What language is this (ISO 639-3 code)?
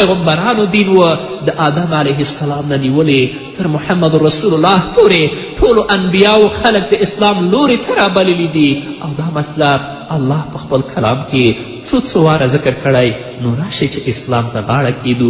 pus